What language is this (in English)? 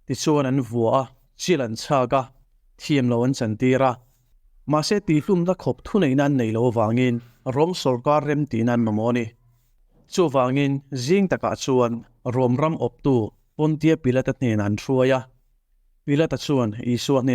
Mizo